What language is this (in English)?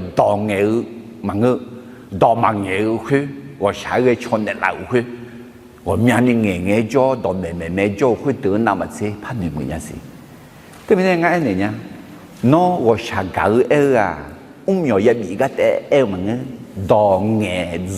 Akha